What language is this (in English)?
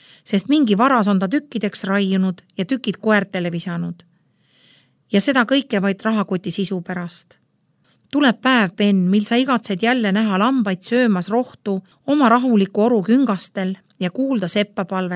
Estonian